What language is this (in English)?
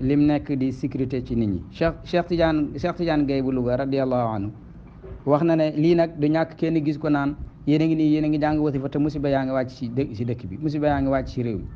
Wolof